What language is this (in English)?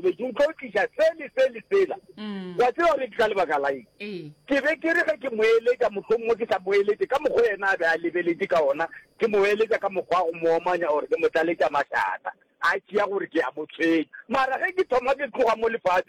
Northern Sotho